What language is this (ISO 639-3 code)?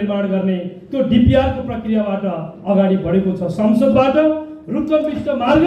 nep